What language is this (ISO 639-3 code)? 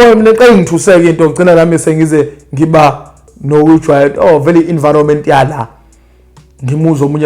zul